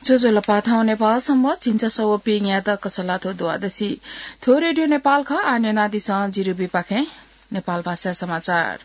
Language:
Newari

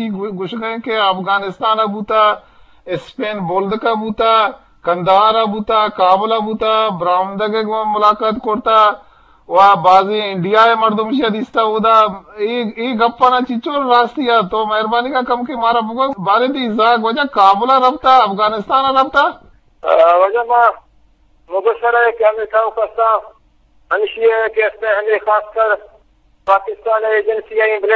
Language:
Eastern Balochi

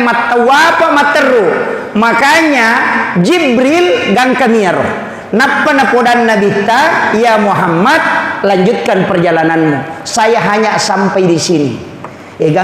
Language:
Buginese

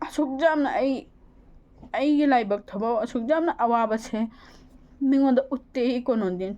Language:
Manipuri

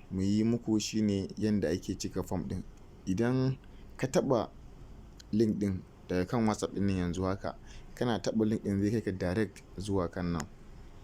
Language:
Hausa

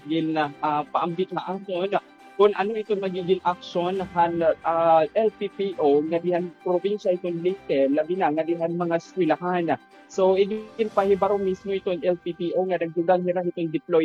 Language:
Waray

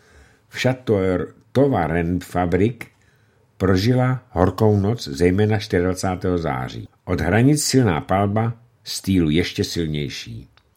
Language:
Czech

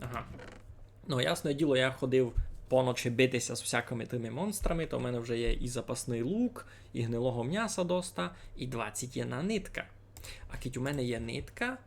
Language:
Rusyn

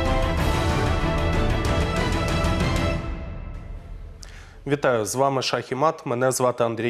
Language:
Ukrainian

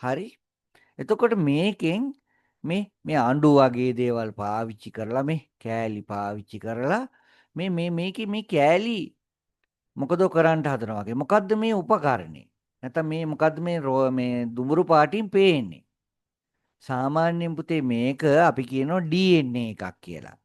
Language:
Sinhala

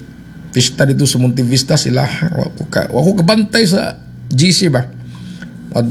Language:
Cebuano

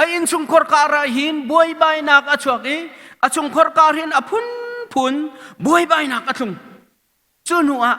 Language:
Hakha Chin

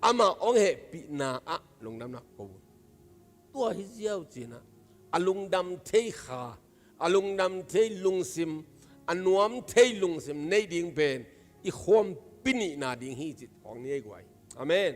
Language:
Tedim Chin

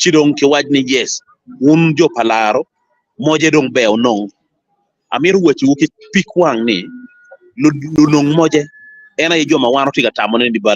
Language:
Acoli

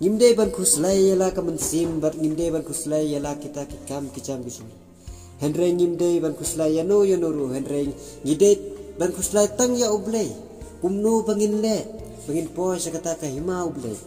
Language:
Khasi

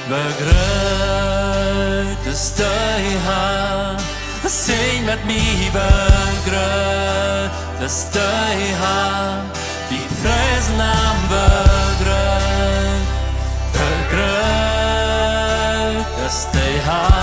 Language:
Plautdietsch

